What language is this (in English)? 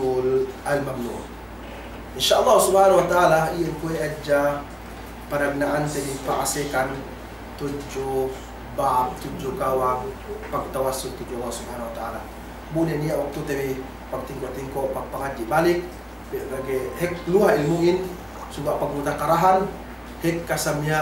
Yakan